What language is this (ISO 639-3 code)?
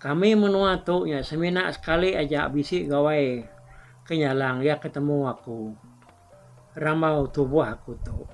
iba